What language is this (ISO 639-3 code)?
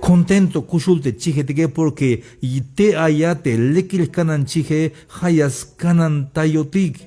tzh